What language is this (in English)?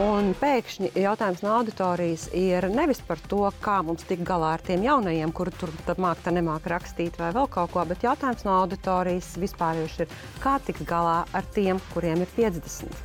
Latvian